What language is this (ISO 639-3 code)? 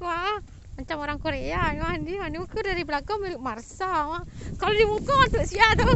min